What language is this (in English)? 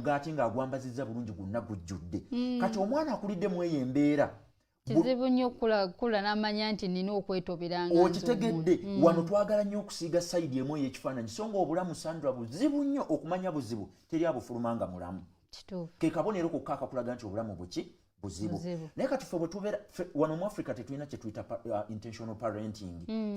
Ganda